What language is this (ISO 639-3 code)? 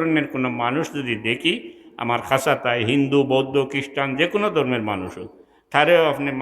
syl